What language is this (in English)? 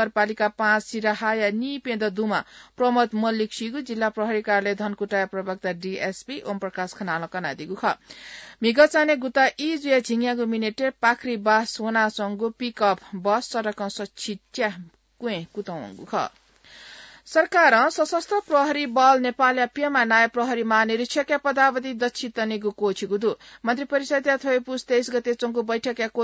Newari